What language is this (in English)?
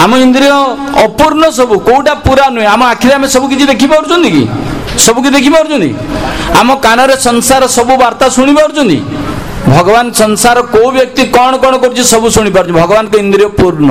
Odia